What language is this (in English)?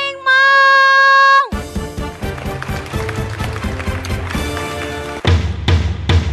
Vietnamese